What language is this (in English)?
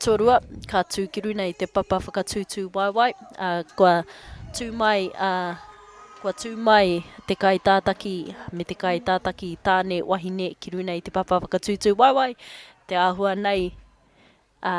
Māori